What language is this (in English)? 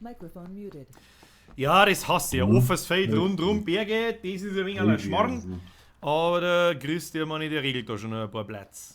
Bavarian